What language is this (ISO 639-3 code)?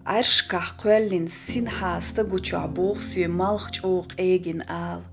che